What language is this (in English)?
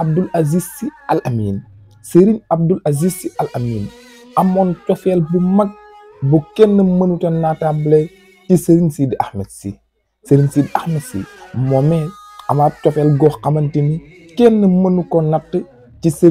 Wolof